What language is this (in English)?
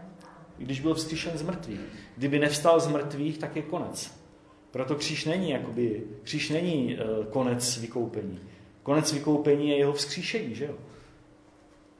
Czech